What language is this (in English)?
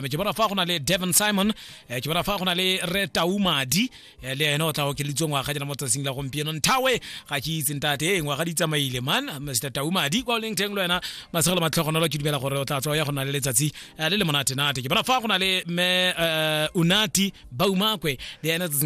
Tswana